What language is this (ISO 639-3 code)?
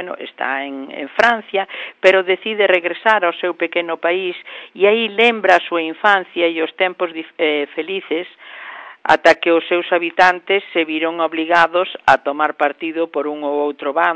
glg